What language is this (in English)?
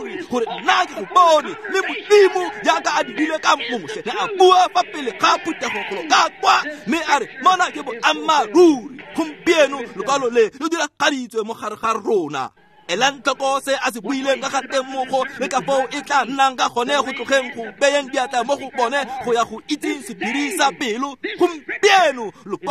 Tswana